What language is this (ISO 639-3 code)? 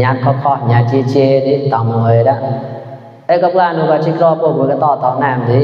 mnw